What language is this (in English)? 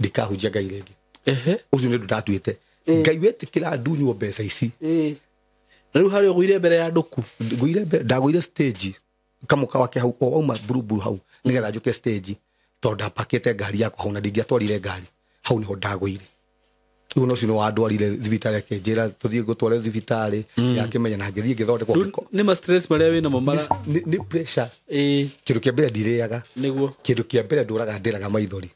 Kikuyu